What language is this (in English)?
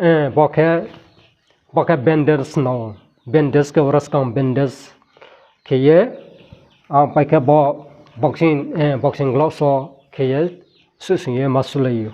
Riang (India)